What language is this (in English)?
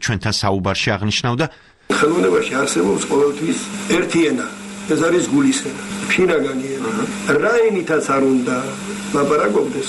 Georgian